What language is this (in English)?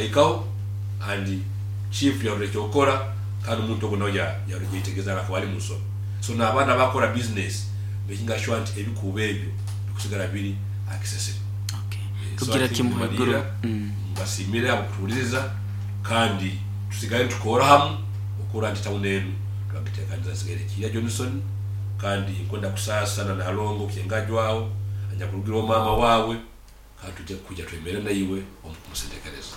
Nyoro